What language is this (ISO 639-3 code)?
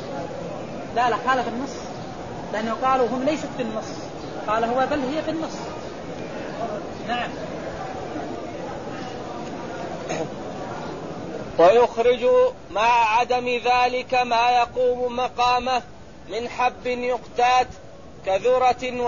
ara